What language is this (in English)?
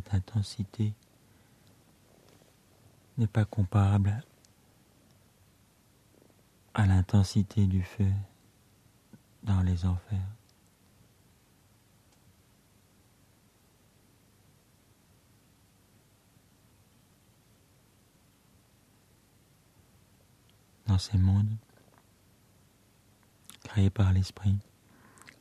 French